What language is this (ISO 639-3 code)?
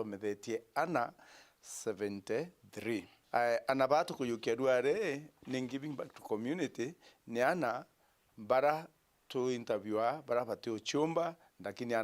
mer